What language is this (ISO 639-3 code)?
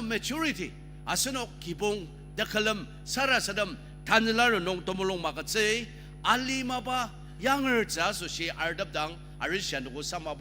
njo